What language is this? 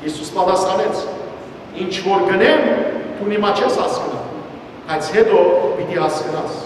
Western Armenian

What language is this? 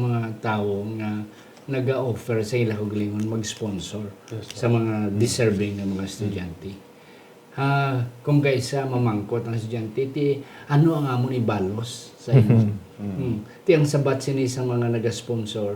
Hiligaynon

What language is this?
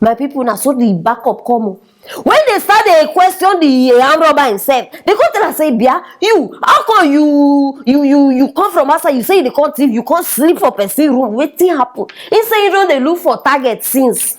Nigerian Pidgin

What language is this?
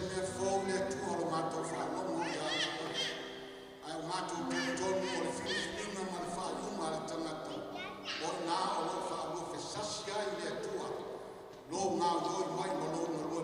Samoan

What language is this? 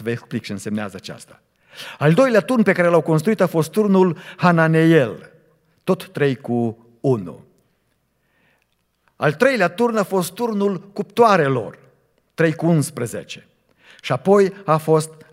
Romanian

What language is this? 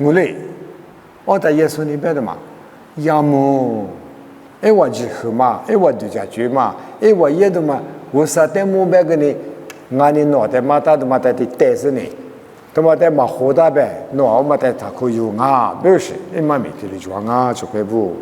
Lisu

